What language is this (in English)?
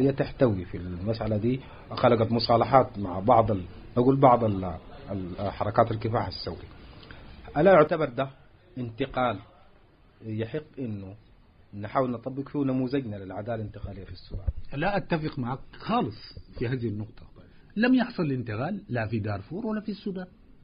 Sudanese Arabic